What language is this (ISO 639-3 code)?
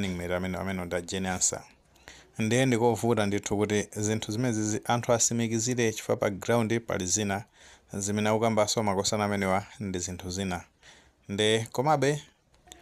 nya